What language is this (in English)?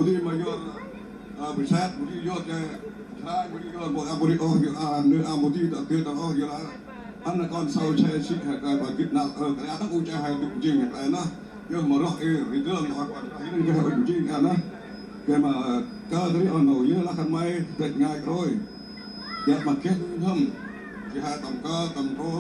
Central Mnong